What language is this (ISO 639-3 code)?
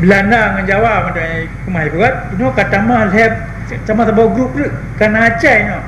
ace